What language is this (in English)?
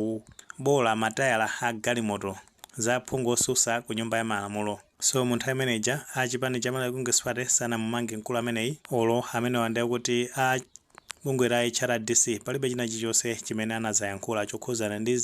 Nyanja